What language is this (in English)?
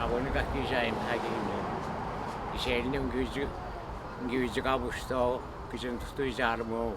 Atikamekw